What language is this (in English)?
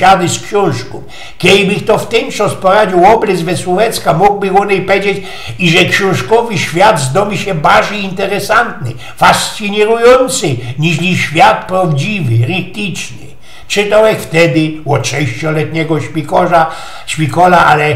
Silesian